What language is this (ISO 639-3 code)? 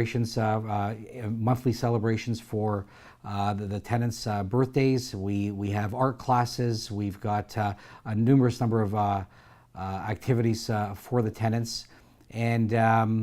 eng